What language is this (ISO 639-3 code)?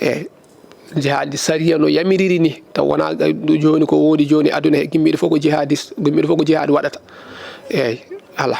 ful